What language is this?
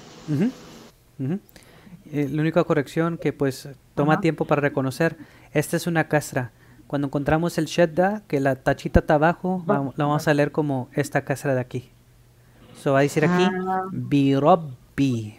Spanish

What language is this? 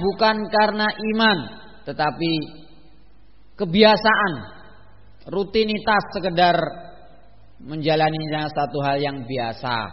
Indonesian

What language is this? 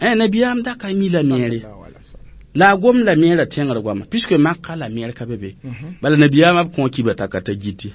Mossi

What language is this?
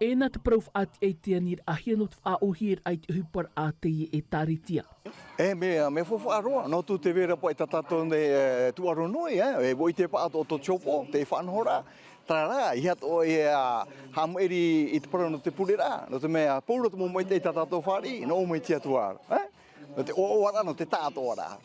Tahitian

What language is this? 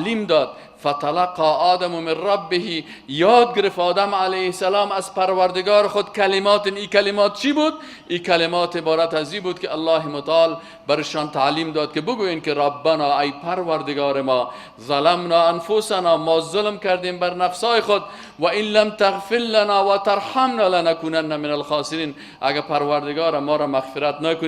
Persian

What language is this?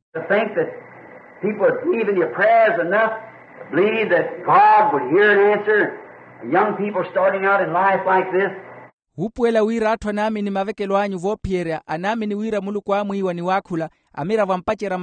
Makhuwa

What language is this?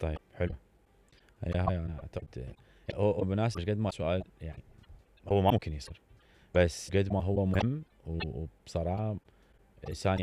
Mesopotamian Arabic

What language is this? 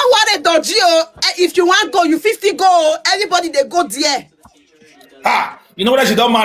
Nigerian Pidgin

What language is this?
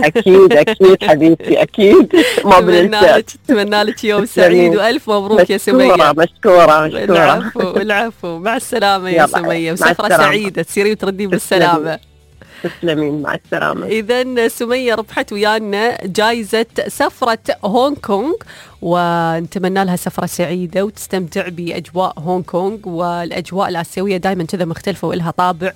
Najdi Arabic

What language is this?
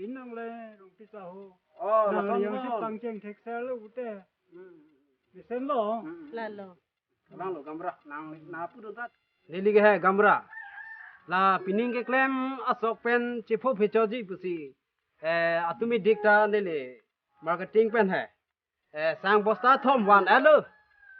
Karbi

